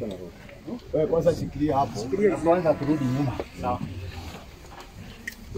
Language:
Kikuyu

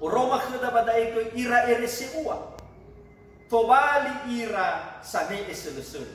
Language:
Nias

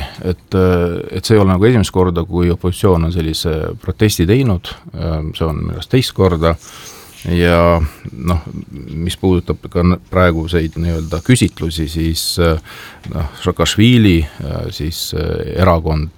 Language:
Estonian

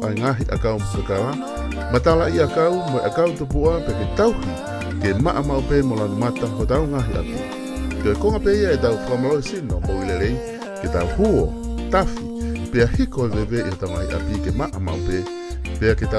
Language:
Tongan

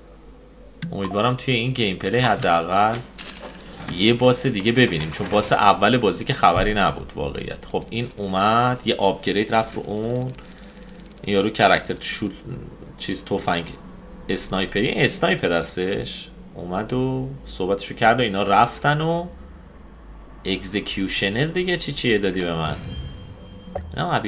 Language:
Persian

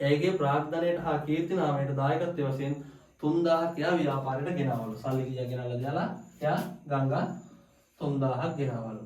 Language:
Sinhala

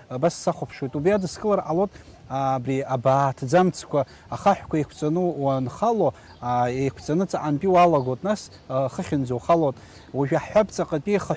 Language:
Abkhazian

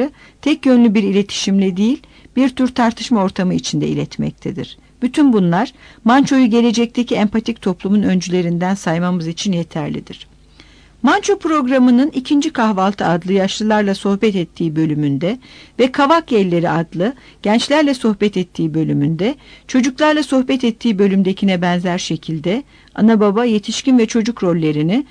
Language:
Turkish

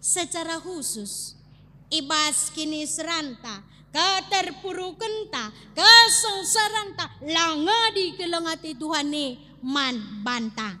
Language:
Batak Karo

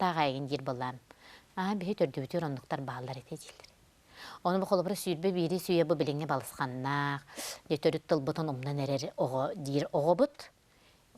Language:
Yakut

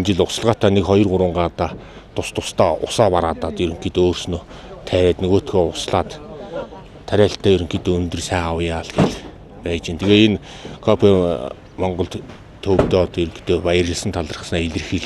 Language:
Mongolian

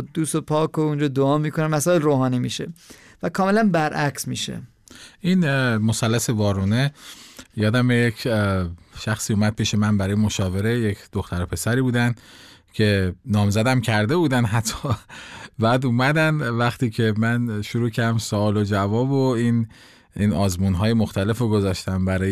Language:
Persian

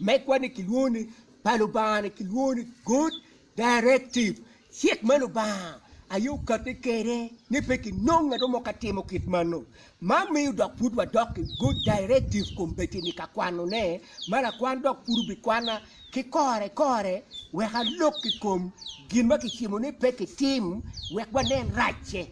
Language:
Acoli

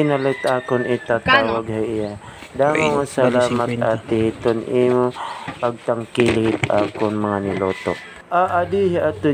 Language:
Waray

